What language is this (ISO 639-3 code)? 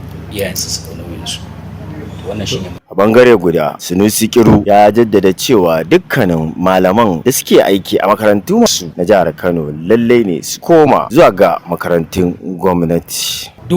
hau